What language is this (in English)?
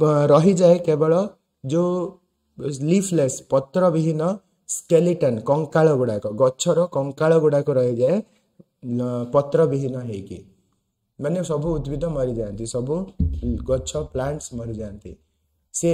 Odia